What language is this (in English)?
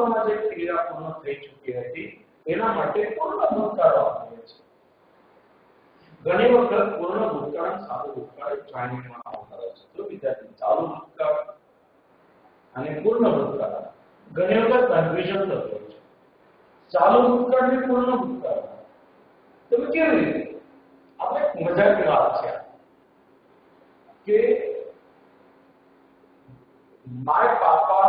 Gujarati